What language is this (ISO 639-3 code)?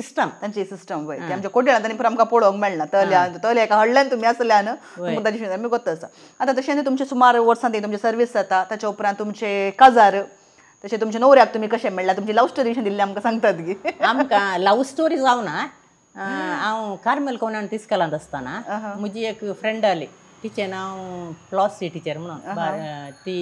kok